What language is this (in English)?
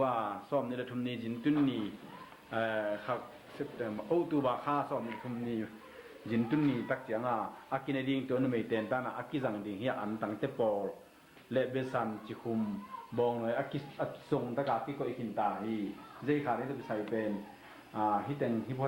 Tedim Chin